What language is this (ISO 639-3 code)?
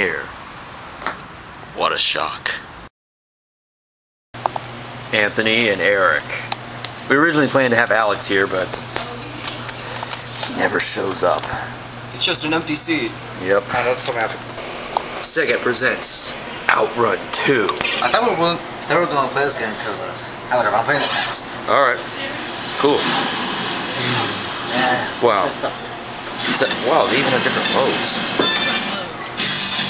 eng